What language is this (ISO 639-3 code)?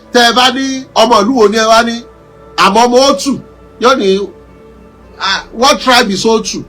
yor